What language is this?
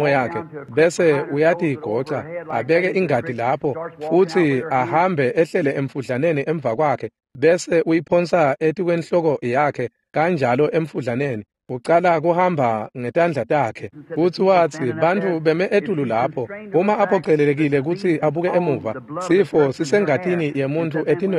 Swati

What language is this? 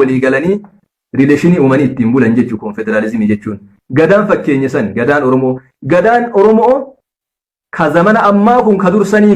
Oromo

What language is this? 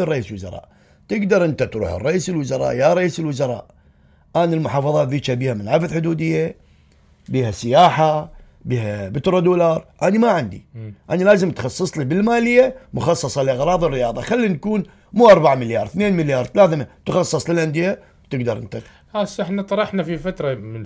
Mesopotamian Arabic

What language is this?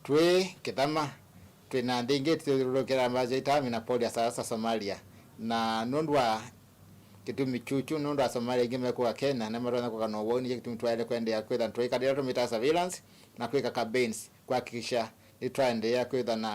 Kamba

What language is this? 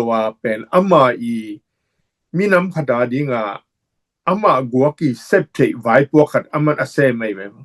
Tedim Chin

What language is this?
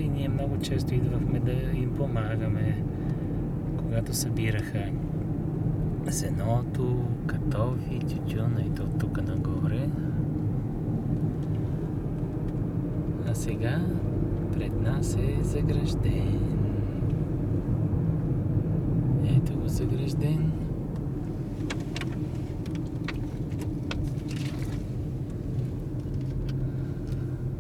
Bulgarian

